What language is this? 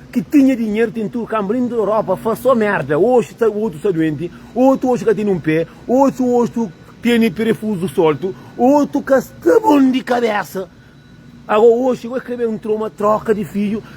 Kabuverdianu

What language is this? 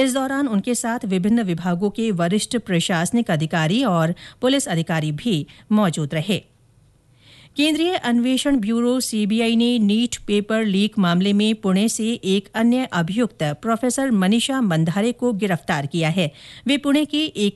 Hindi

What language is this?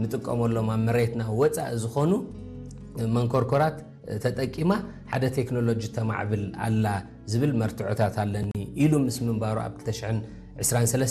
Tigrinya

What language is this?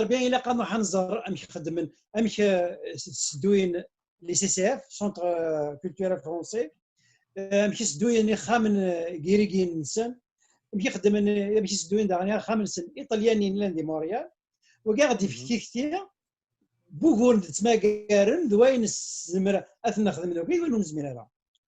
Kabyle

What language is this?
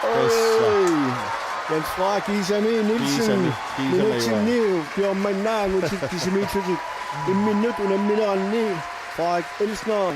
Kalaallisut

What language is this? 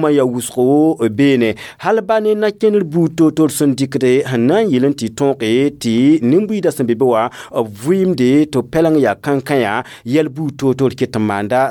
Mossi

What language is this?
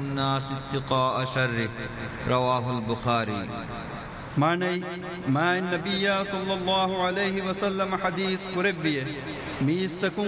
Divehi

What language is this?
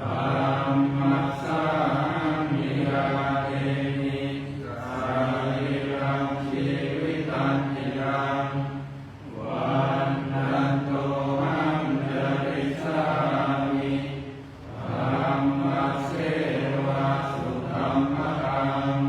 Pali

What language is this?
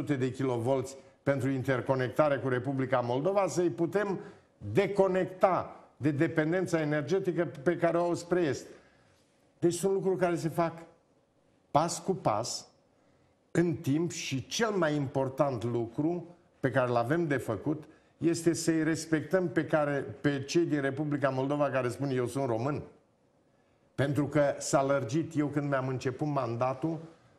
Romanian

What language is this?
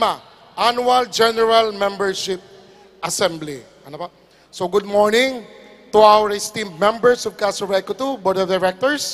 Bikol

